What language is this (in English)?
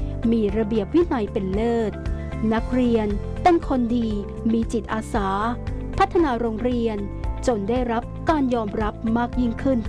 Thai